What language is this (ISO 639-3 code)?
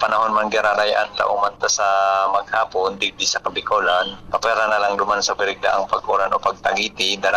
bik